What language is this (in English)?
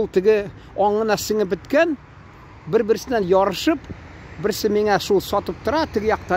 Tatar